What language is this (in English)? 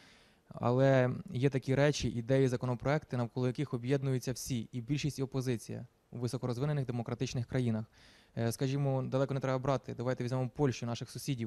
Ukrainian